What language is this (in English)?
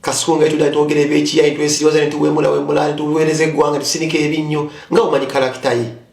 Ganda